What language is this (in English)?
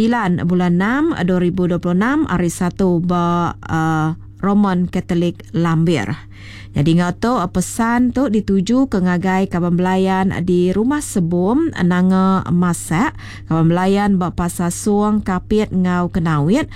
Iban